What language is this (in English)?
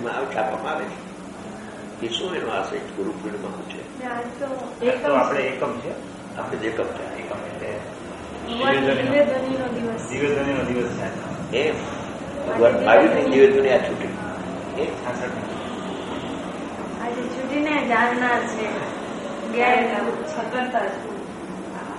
Gujarati